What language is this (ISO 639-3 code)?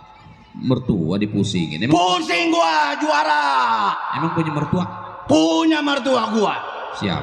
bew